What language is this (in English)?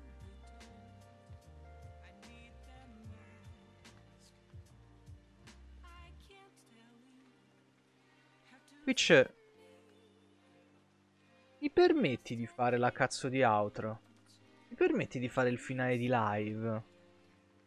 Italian